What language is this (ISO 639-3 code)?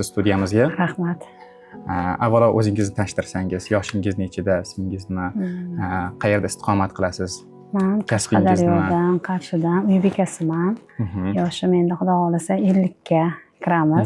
uzb